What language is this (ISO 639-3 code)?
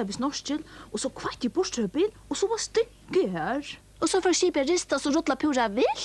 fao